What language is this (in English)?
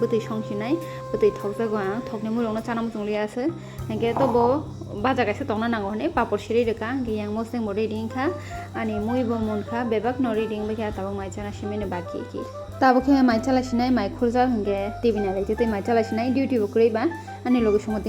Kok Borok